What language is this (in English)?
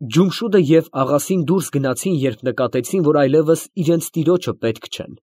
Armenian